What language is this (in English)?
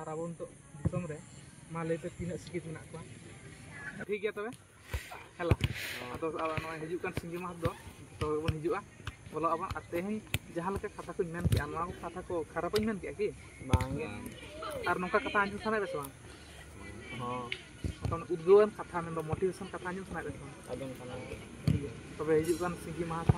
Santali